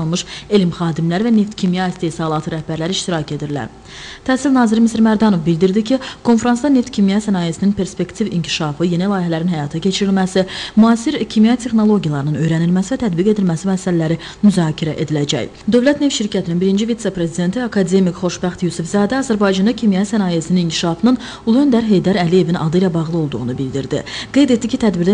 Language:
Azerbaijani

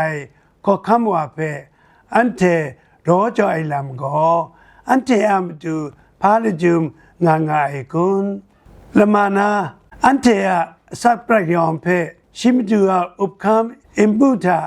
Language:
Kachin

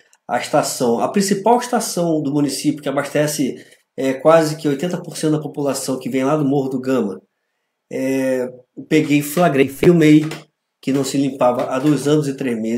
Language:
Portuguese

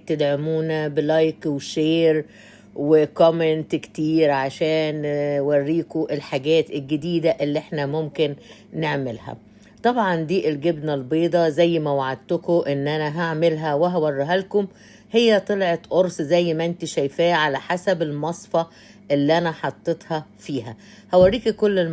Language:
Egyptian Arabic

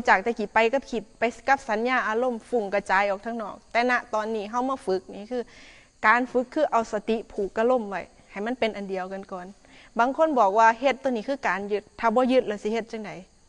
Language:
Northeastern Thai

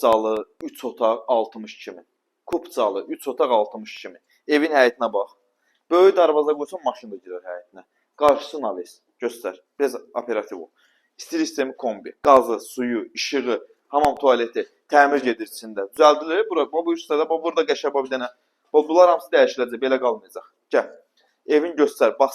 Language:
Azerbaijani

